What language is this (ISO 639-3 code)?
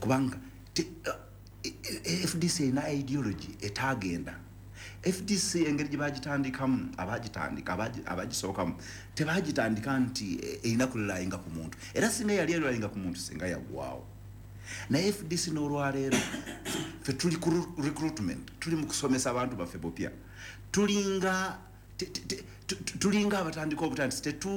lug